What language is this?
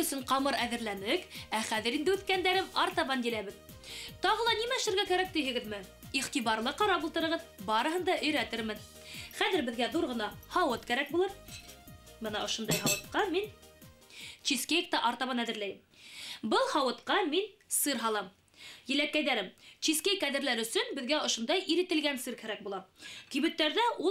Bashkir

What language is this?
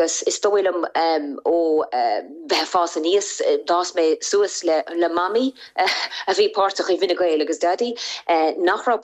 Irish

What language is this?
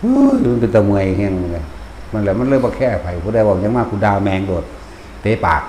Northeastern Thai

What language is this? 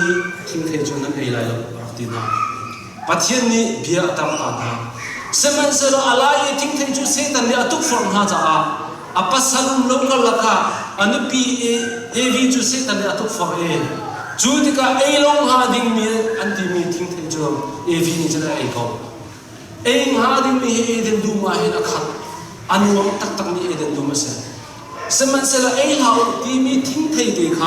Hakha Chin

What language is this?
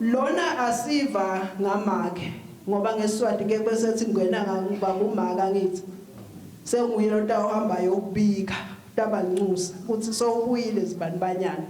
Swati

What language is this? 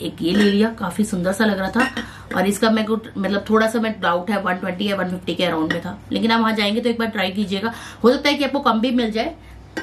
Hindi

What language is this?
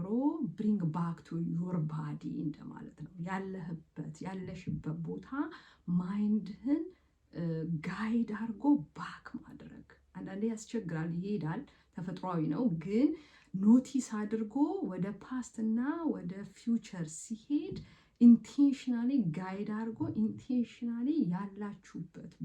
Amharic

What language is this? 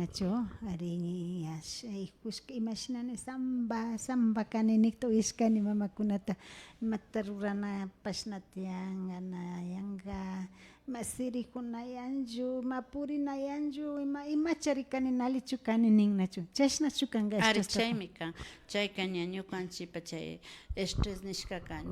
Imbabura Highland Quichua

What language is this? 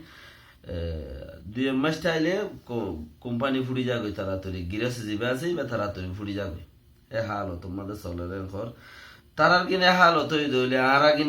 Rohingya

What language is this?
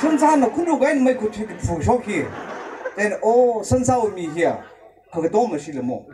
Tangkhul Naga (India)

